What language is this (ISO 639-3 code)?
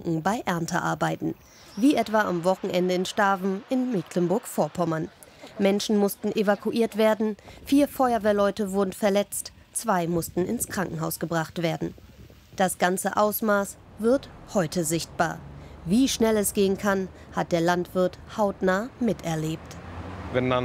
deu